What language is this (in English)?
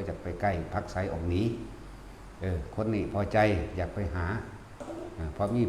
Northeastern Thai